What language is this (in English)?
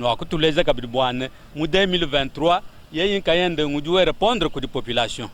Luba-Lulua